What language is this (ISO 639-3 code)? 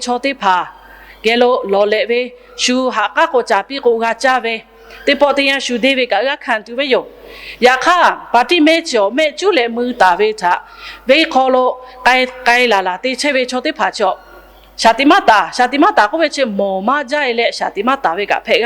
lhu